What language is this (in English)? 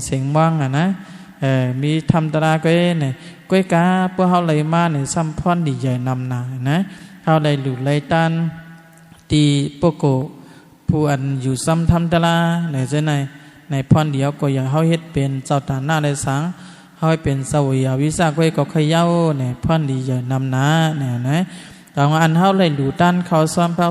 Shan